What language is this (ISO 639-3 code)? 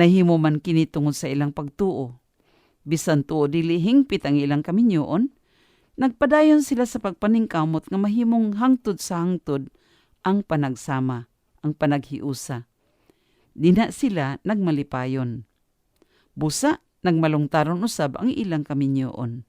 ceb